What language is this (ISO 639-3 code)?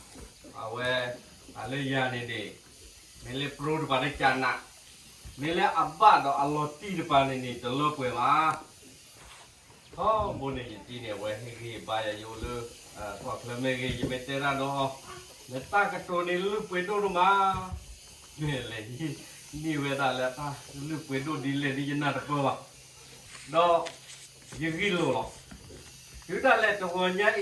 ksw